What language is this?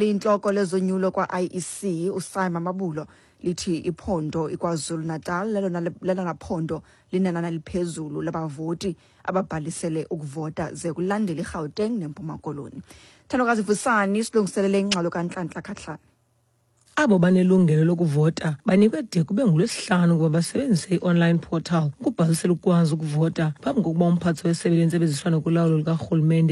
Xhosa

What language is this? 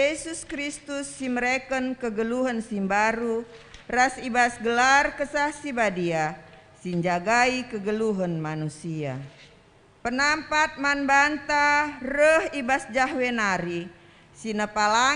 Batak Karo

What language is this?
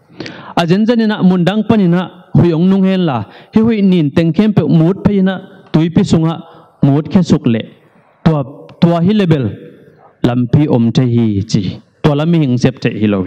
Tedim Chin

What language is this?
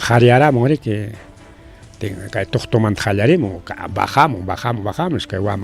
Ayacucho Quechua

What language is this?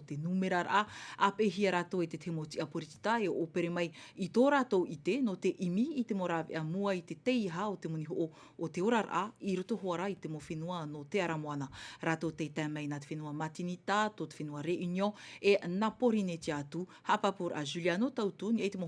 Tahitian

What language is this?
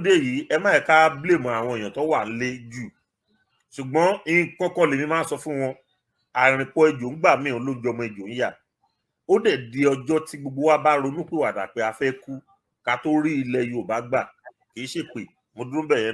Yoruba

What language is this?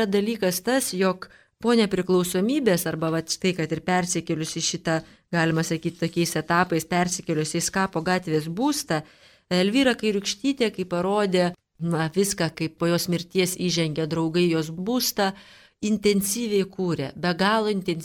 Lithuanian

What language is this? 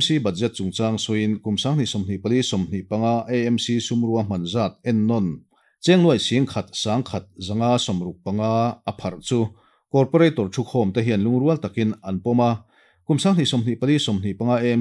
Mizo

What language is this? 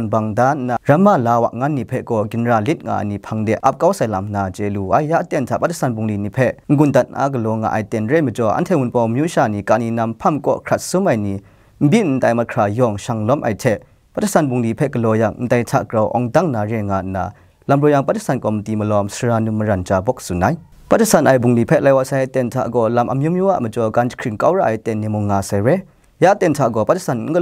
Kachin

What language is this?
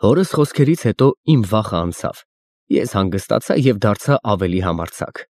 Armenian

